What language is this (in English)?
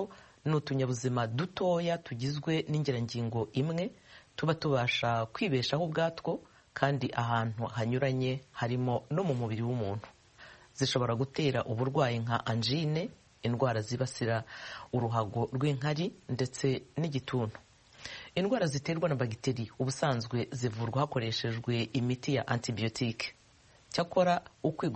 Kinyarwanda